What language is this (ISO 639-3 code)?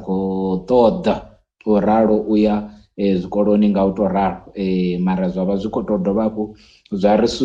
ven